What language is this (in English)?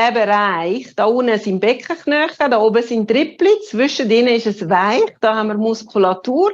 Swiss German